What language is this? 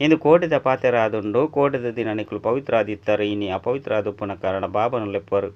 Tulu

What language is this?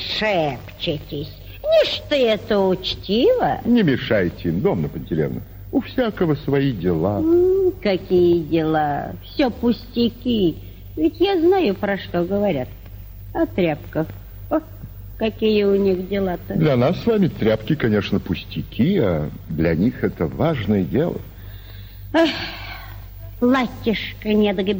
Russian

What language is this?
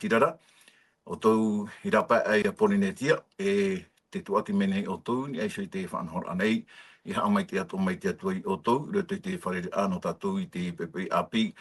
Tahitian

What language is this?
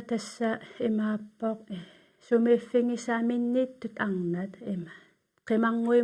Kalaallisut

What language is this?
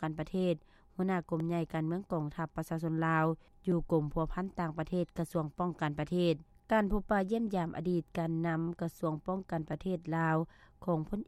Lao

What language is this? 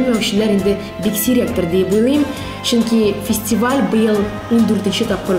Tatar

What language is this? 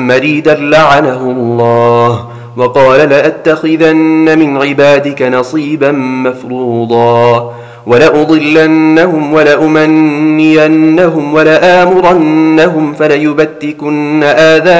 Arabic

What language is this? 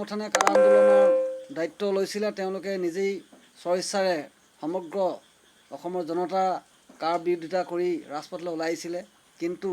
Assamese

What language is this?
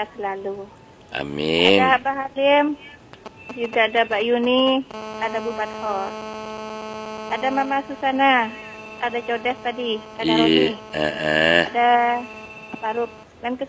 Indonesian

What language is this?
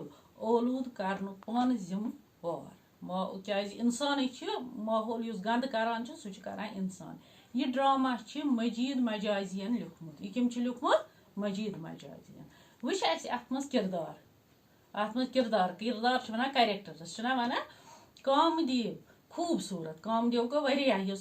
Kashmiri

